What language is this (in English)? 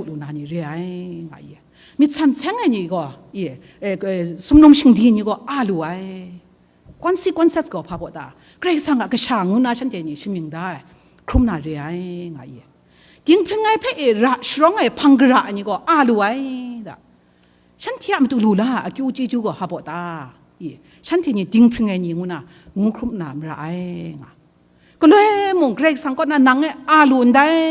Kachin